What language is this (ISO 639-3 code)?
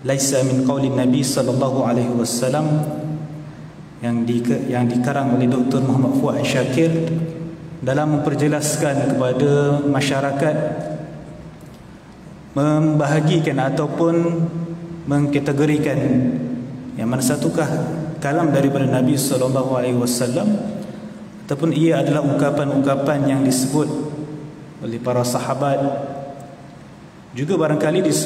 msa